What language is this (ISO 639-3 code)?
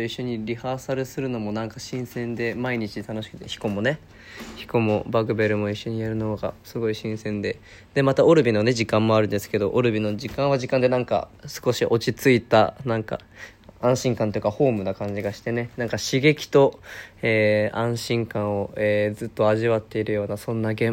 jpn